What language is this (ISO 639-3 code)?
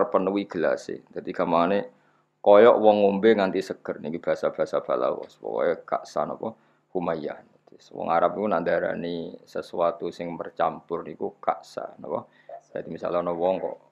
jav